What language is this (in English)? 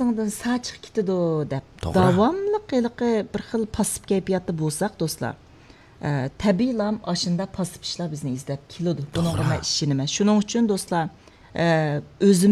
Uyghur